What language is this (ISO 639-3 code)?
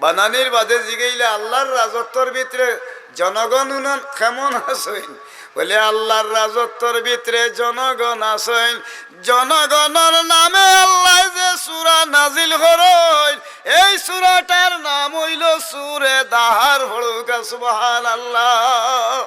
syl